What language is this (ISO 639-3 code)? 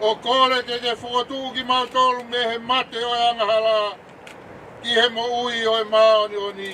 ton